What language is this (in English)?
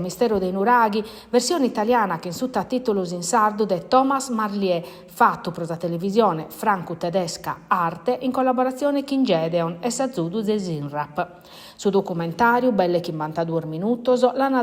Sardinian